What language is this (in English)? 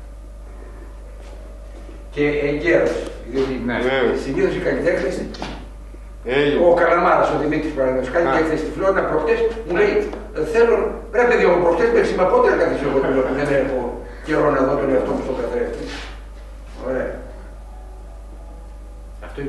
Greek